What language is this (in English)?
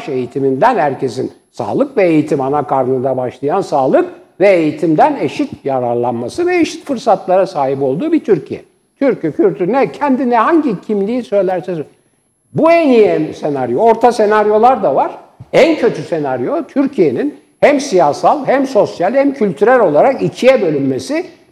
Turkish